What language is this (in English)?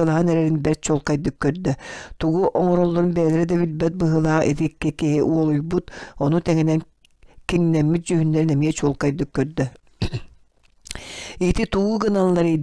Yakut